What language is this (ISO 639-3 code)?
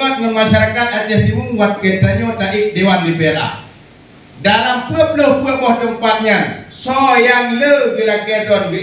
ace